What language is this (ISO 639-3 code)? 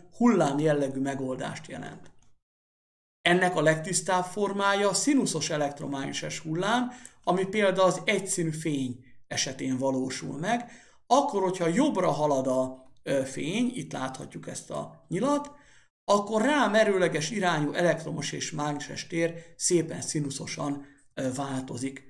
hun